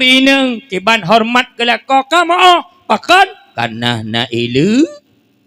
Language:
Achinese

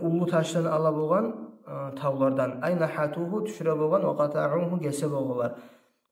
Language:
Kumyk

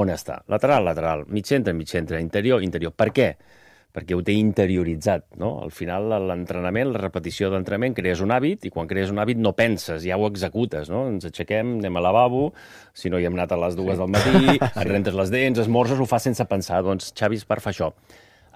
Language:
Catalan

